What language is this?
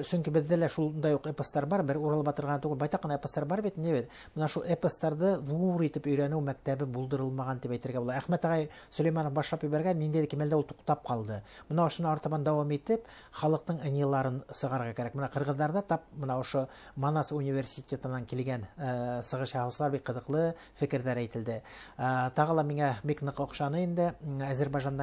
Bashkir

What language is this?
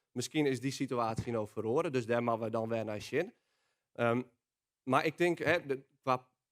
Western Frisian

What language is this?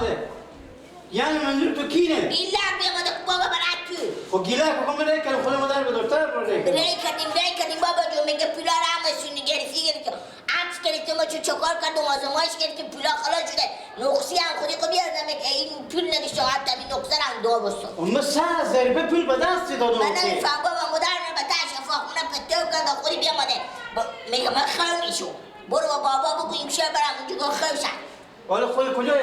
Persian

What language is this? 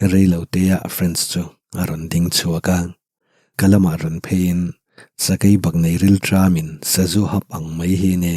Mizo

